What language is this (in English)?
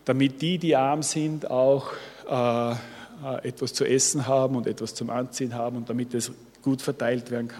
German